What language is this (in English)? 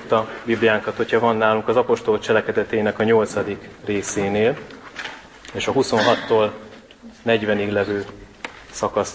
Hungarian